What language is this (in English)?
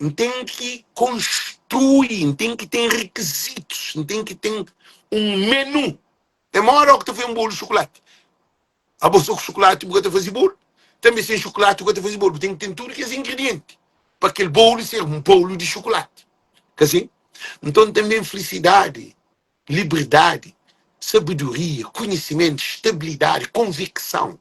Kabuverdianu